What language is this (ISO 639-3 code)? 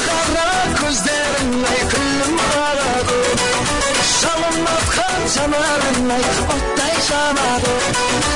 kaa